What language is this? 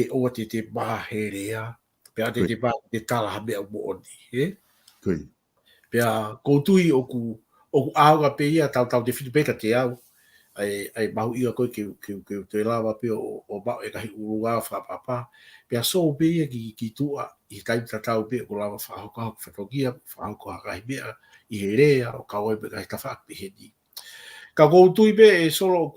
Tongan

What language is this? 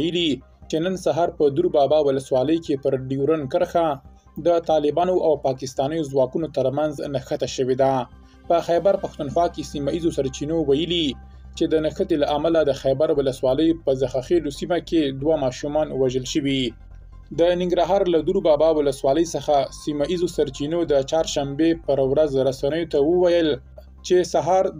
Pashto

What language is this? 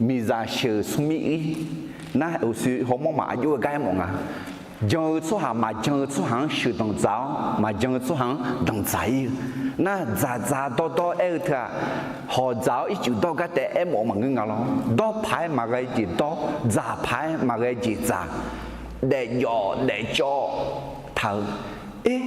Akha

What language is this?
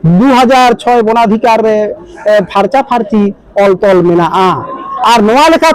Santali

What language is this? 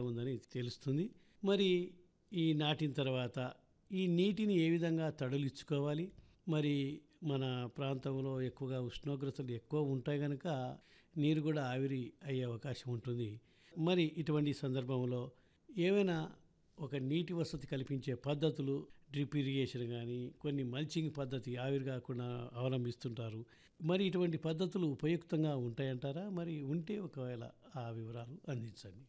Telugu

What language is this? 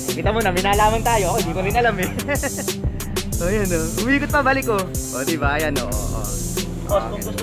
Filipino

